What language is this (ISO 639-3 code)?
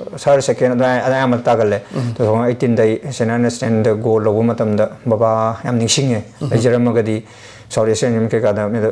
mni